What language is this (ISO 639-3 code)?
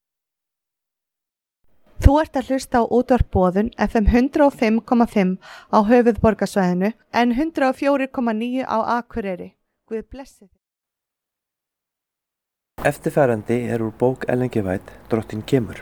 isl